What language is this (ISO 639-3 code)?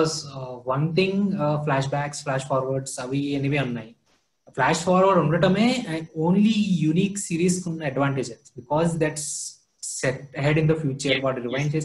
tel